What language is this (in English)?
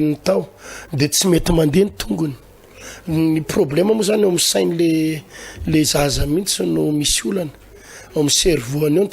Malagasy